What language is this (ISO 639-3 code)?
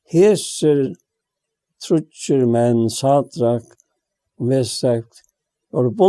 fao